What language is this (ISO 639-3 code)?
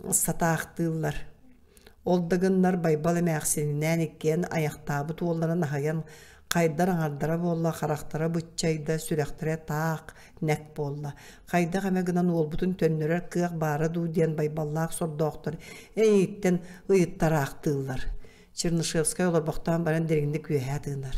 sah